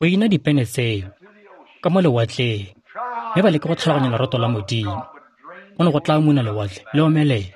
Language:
Tswana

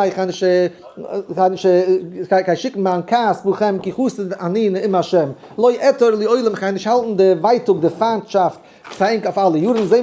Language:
Yiddish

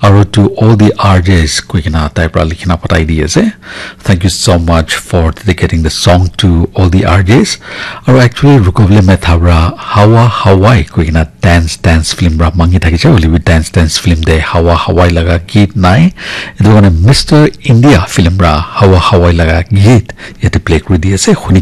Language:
Naga Pidgin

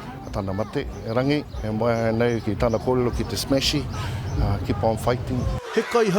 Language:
Māori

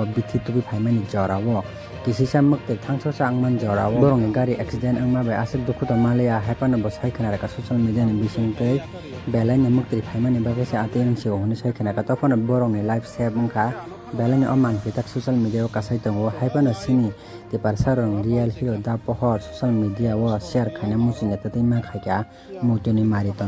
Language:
Kok Borok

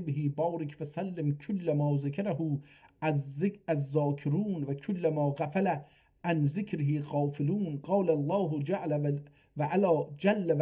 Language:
South Azerbaijani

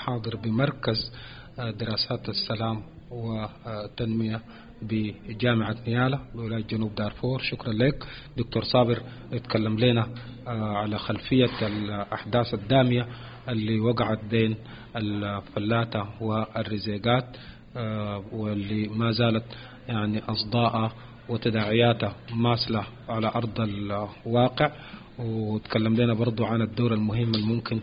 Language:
Sudanese Arabic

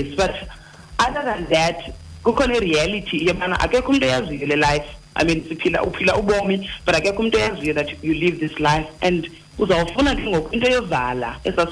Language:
Xhosa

